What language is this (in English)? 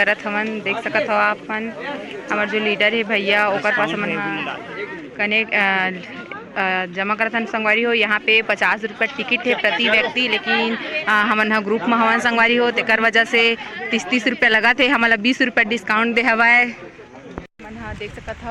Chhattisgarhi